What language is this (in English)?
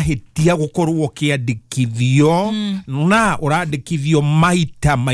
Kikuyu